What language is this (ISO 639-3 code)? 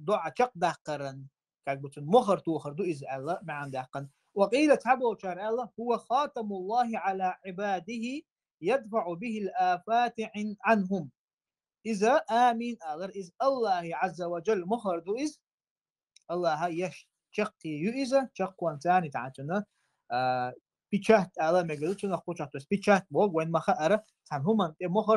che